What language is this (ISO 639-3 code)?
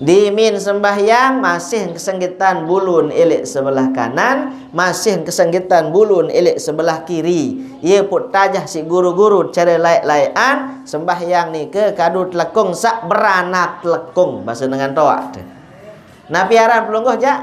sas